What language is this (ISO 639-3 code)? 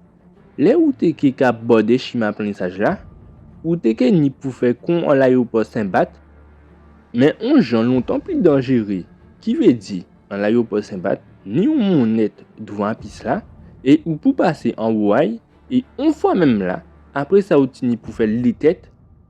gcf